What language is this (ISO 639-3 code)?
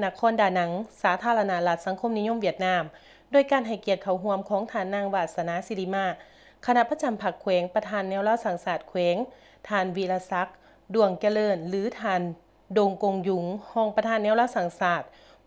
lao